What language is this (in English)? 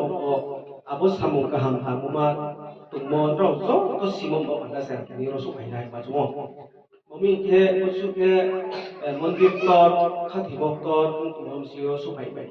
Riang (India)